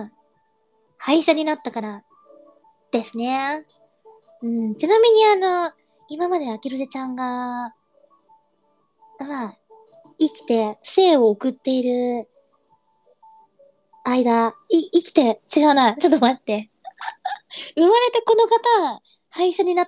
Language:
Japanese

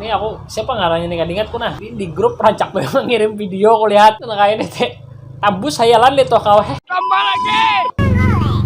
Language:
Banjar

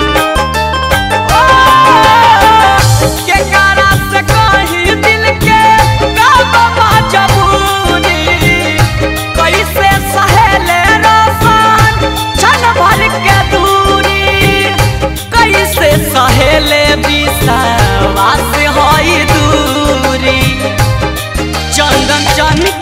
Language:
Bhojpuri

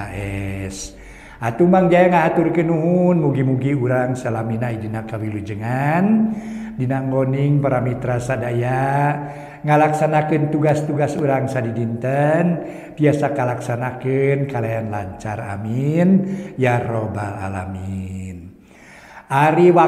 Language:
Sundanese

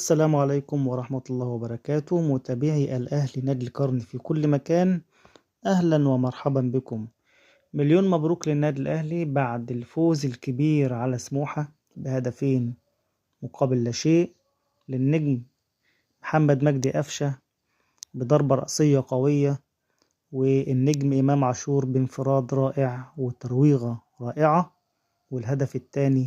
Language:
Egyptian Arabic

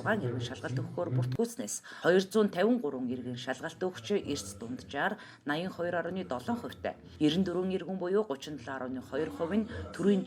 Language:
Mongolian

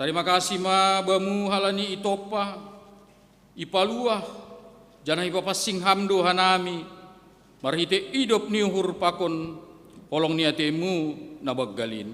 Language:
Batak Simalungun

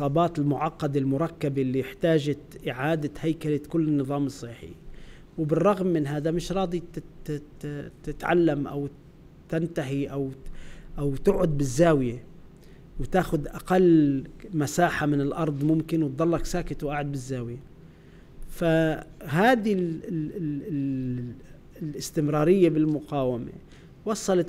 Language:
North Levantine Arabic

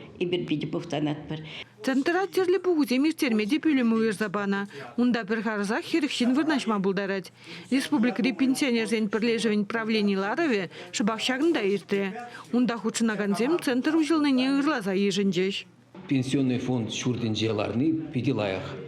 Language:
Chuvash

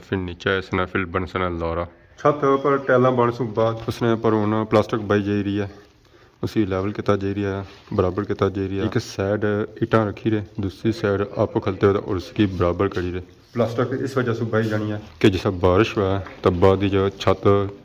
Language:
Pahari-Potwari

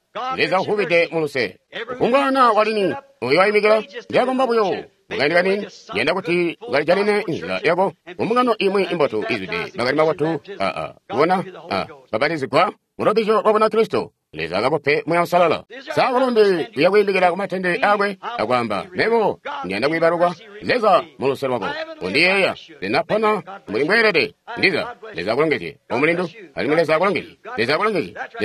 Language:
Tonga (Zambia)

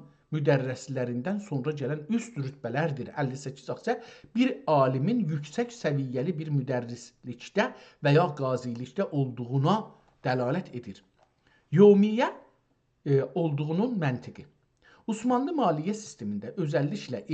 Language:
South Azerbaijani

